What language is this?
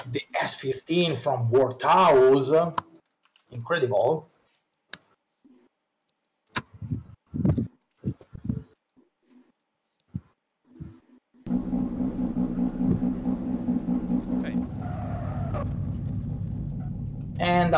Italian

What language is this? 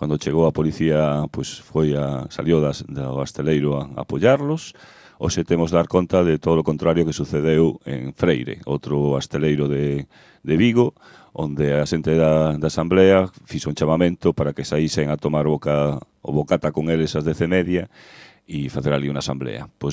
Galician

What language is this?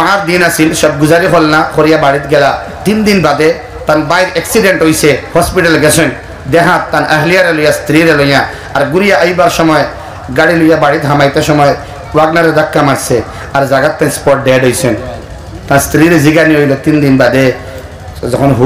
Sylheti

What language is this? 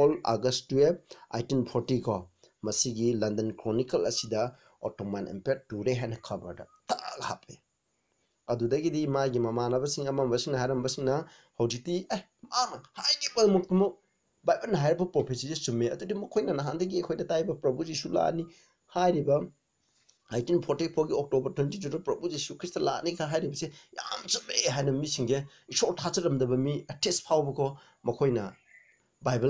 Manipuri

